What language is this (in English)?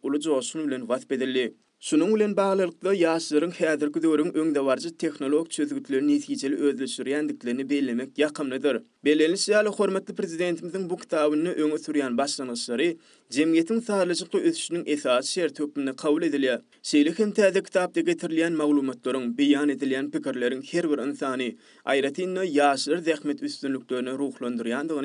Turkmen